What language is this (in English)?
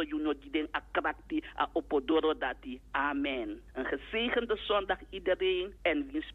Sranan Tongo